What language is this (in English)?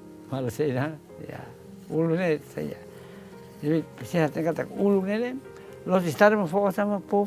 Tetum